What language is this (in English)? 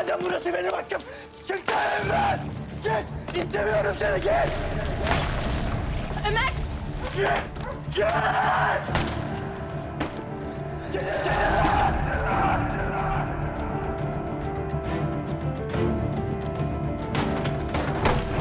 Turkish